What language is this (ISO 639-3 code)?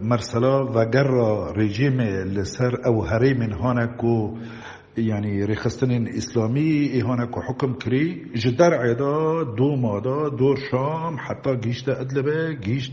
kur